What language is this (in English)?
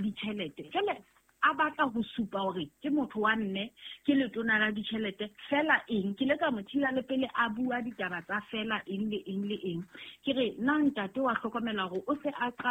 Southern Sotho